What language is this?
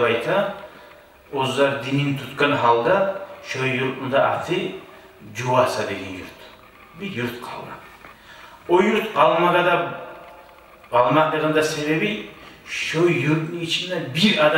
Kumyk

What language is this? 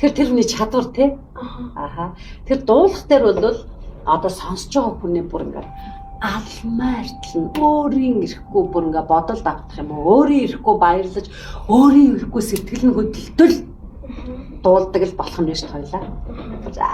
Mongolian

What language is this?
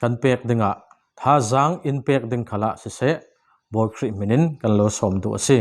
Falam Chin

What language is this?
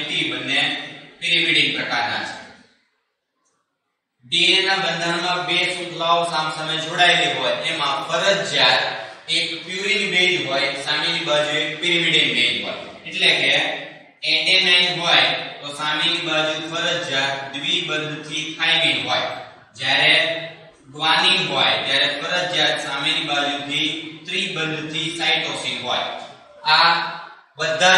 Gujarati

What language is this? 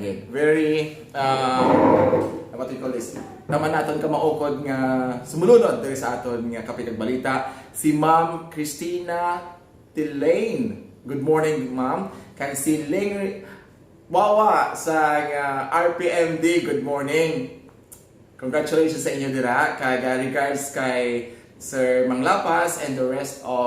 Hiligaynon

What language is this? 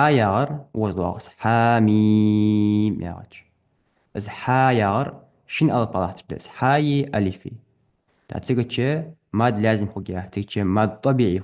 Ingush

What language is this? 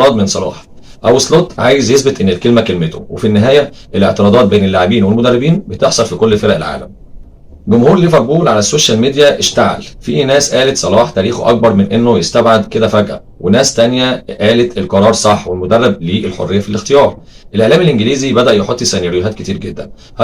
Egyptian Arabic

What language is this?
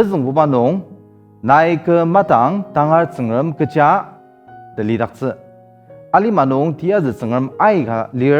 Ao Naga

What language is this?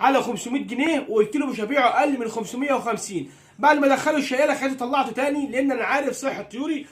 Egyptian Arabic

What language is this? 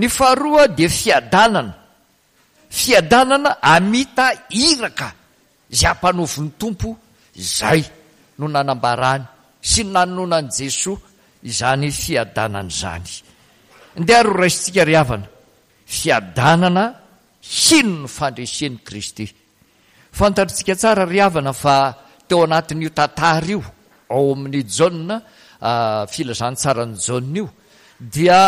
Malagasy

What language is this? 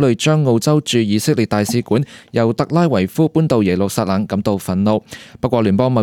Cantonese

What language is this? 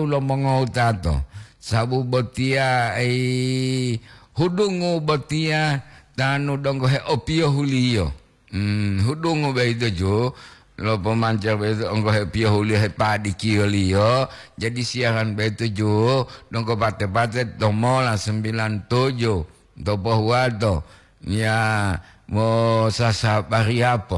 Gorontalo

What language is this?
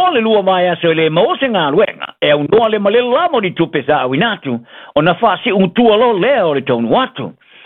Samoan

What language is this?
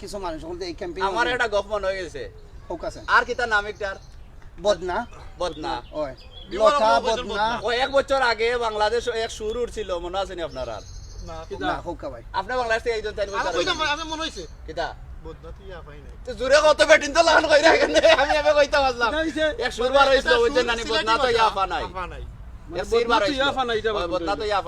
Sylheti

